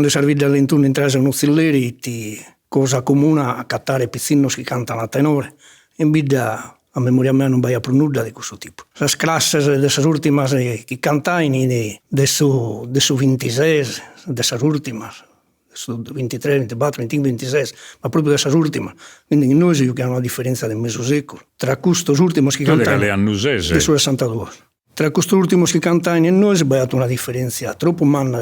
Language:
Sardinian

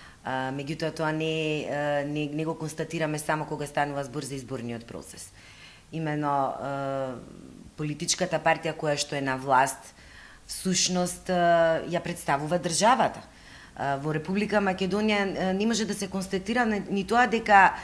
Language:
Macedonian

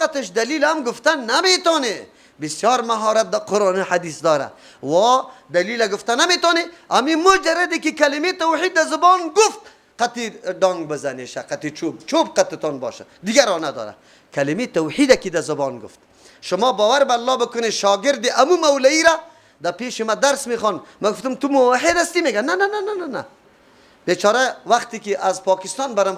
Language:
Persian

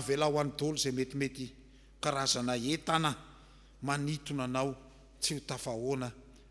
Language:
Malagasy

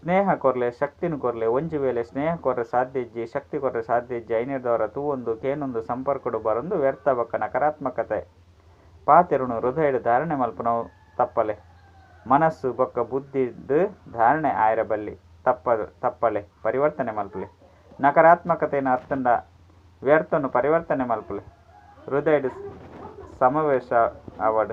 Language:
Tulu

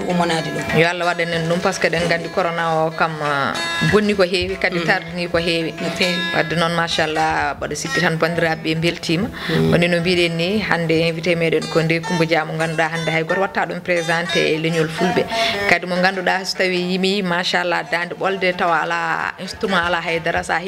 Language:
Fula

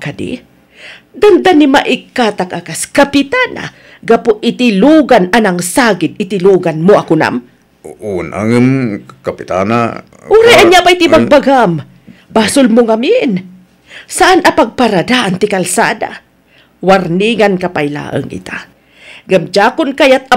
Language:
Iloko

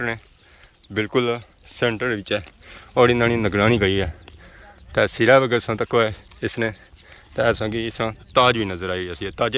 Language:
Pahari-Potwari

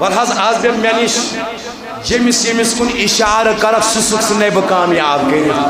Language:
Kashmiri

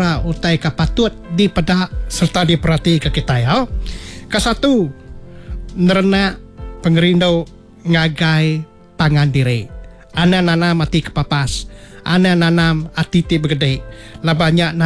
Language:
Iban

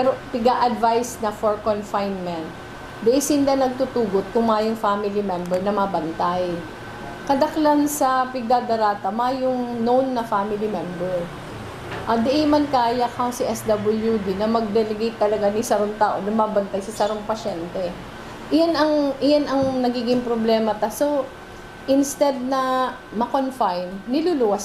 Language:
Bikol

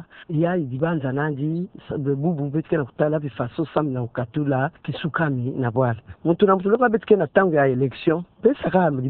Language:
Kituba (Democratic Republic of Congo)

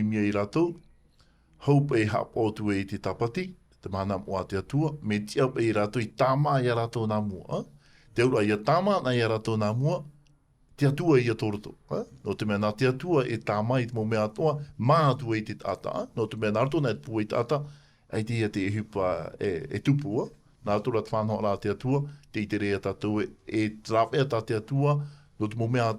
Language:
Tahitian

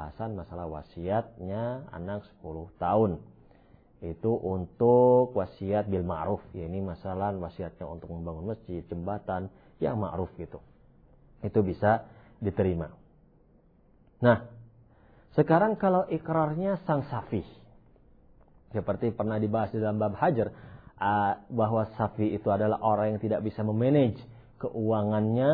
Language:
Indonesian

